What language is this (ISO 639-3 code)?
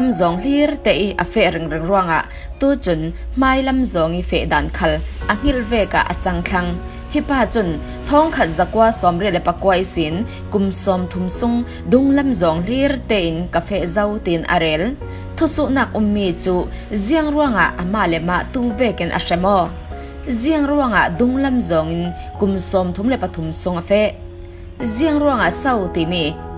cfm